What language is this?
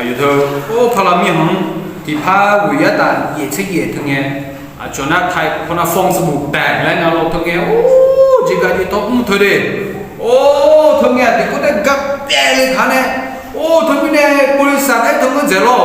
Akha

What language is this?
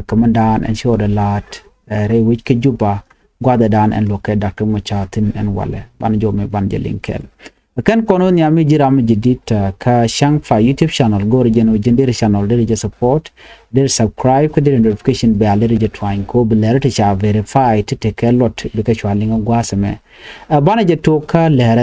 Nuer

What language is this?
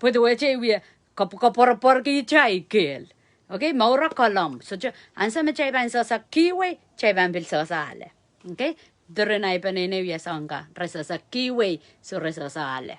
Pohnpeian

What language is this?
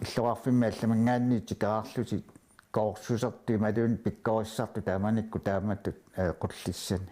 Kalaallisut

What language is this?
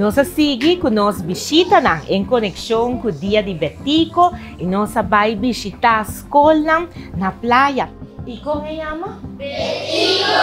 Papiamento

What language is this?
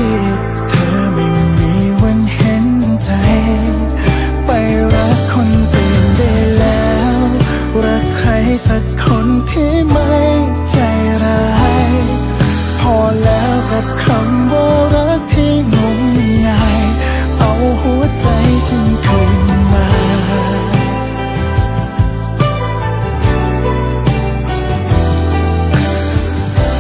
Thai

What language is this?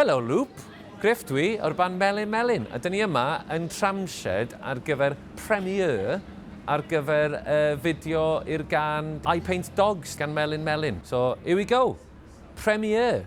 Welsh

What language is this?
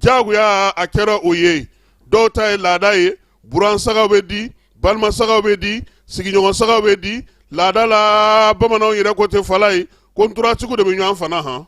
Bambara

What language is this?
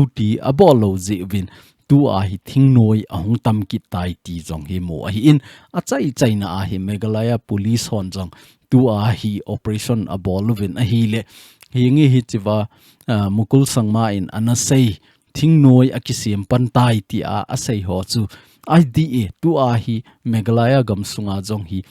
Thado Chin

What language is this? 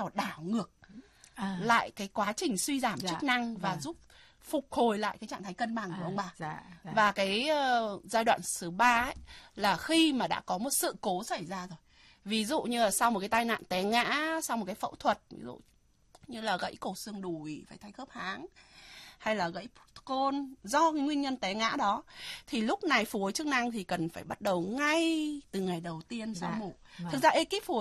Vietnamese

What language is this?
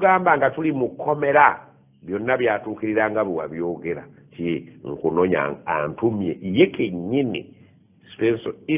Ganda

